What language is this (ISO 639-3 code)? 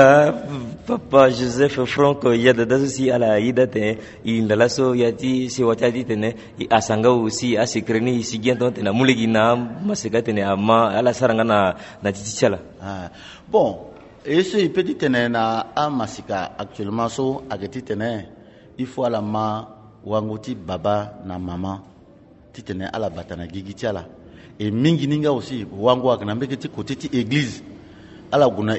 sag